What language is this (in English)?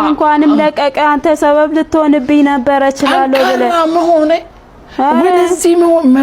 Amharic